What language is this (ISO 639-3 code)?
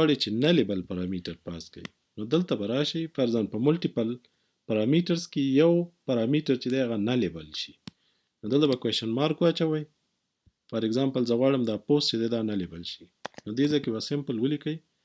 pus